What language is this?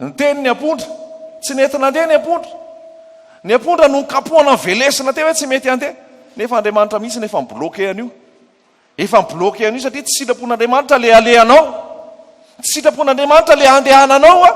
Malagasy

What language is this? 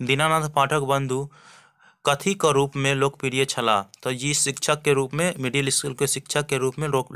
Maithili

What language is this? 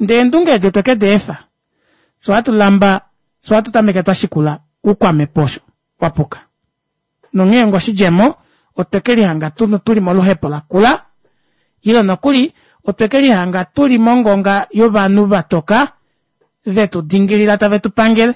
Kuanyama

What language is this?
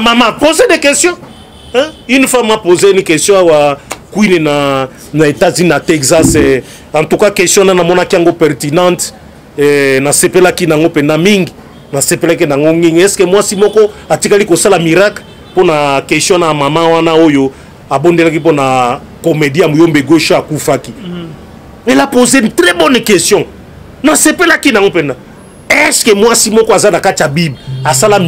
Lingala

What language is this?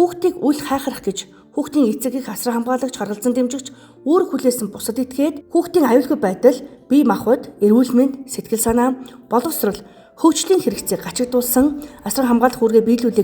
Mongolian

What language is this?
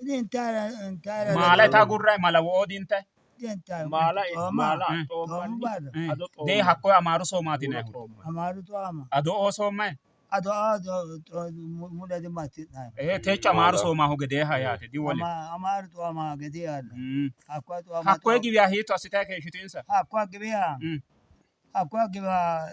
Sidamo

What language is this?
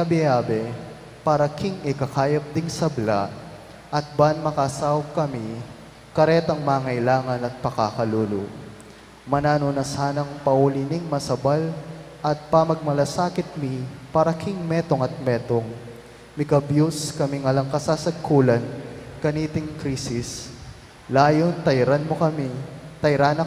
Pampanga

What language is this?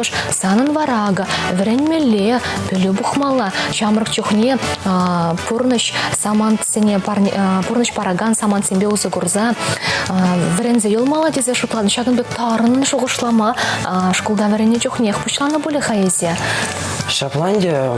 Chuvash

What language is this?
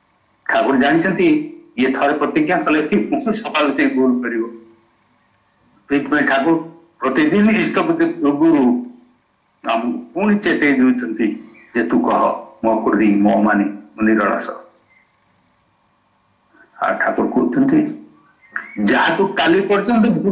Odia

